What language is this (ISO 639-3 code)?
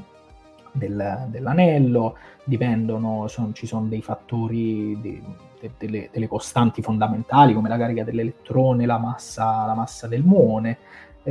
ita